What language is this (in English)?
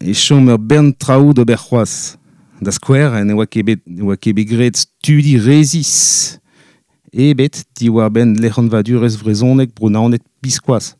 Breton